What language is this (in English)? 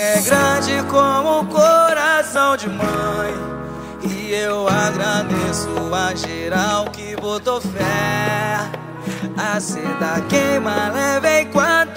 Portuguese